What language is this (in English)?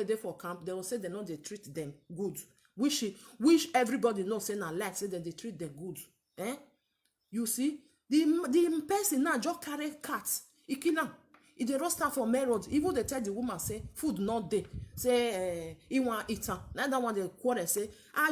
Nigerian Pidgin